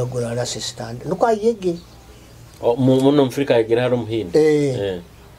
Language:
Nyoro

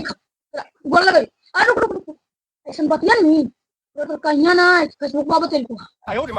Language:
Magahi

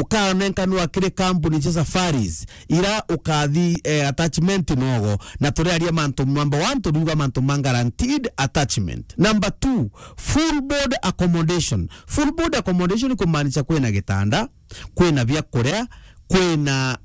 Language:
Meru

